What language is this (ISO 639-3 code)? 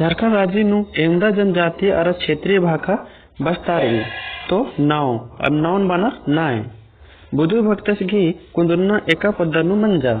kru